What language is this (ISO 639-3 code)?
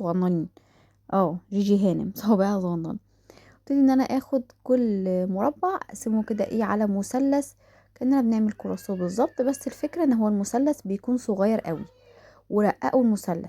arz